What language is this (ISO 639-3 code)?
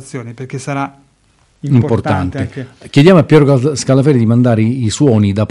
ita